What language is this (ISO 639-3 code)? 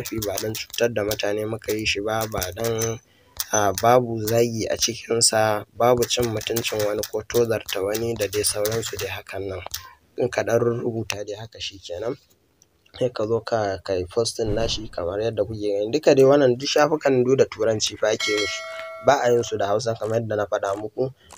hau